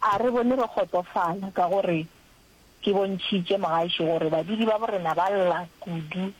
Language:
Northern Sotho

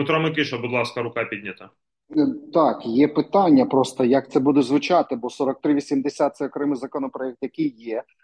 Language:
Ukrainian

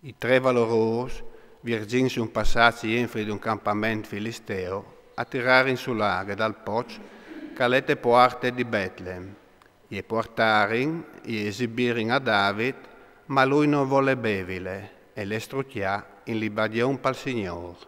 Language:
Friulian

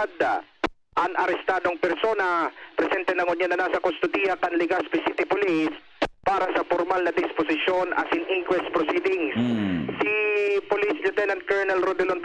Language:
Bikol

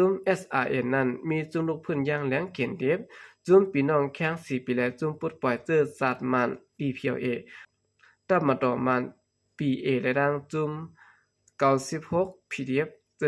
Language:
Shan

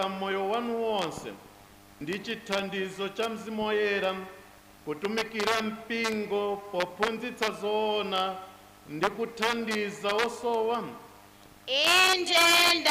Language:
Nyanja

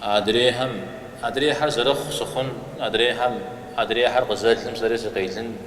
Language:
Kabardian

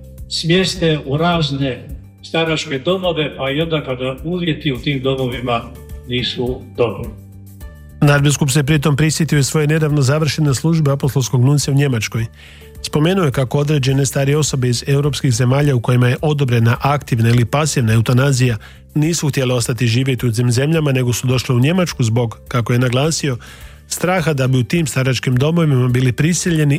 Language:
Croatian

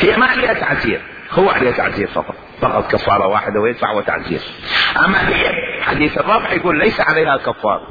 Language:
Mesopotamian Arabic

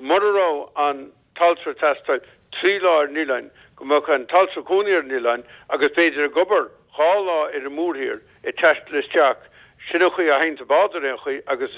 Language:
Irish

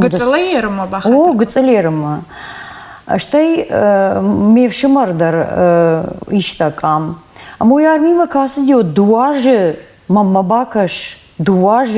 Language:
Ossetic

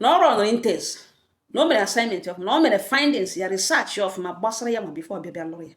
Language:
Igbo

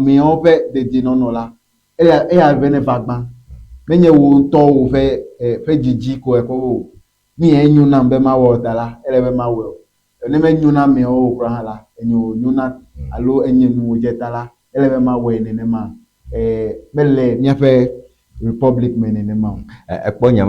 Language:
Ewe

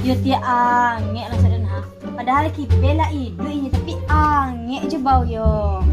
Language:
Minangkabau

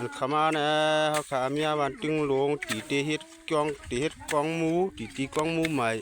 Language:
Shan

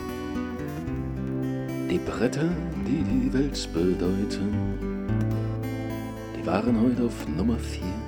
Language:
German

